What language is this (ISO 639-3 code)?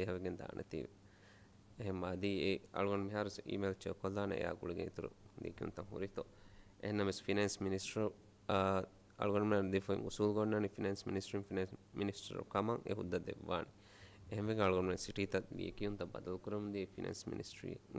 div